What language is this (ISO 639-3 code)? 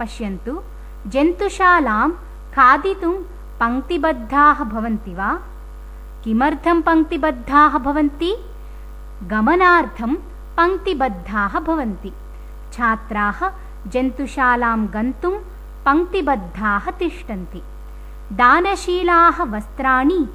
san